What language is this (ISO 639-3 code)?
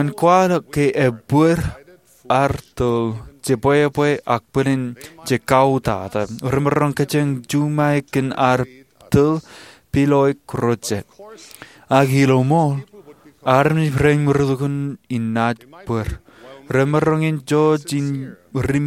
mah